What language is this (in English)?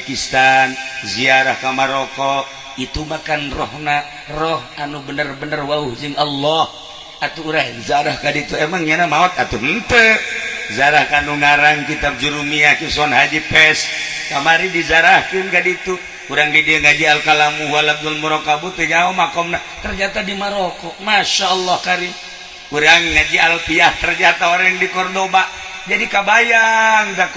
Sundanese